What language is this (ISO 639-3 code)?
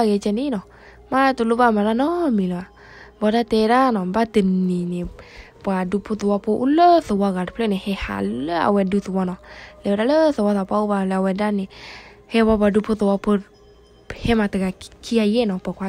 ksw